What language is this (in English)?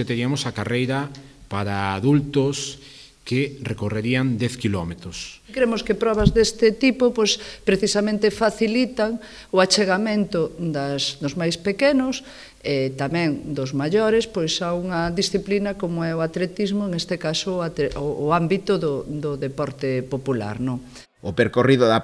Galician